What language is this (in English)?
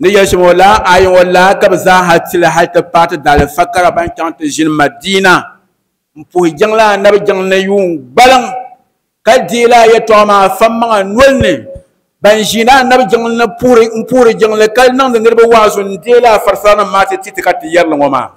Dagbani